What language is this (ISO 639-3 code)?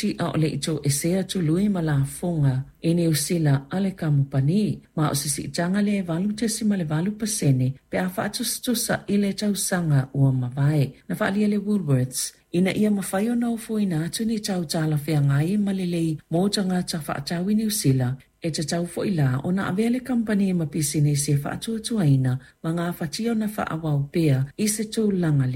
smo